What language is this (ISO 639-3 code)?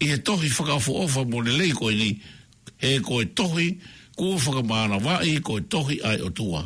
ton